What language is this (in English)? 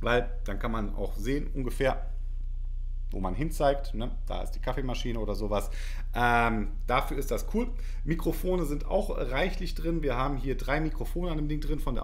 German